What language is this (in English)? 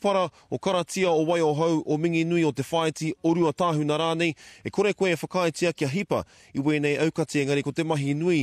Māori